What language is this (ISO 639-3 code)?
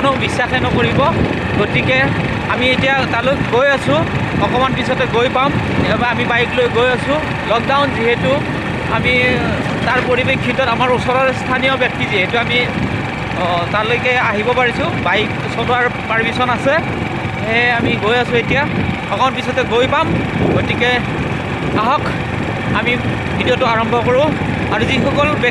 asm